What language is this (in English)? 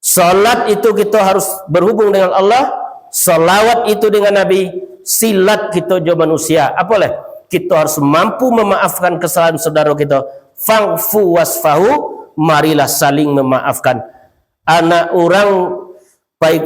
Minangkabau